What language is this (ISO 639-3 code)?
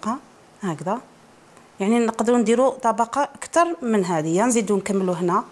arq